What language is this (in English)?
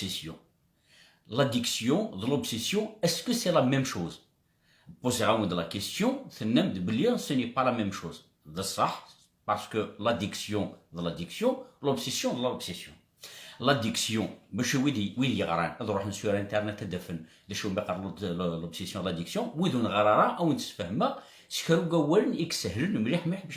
Kabyle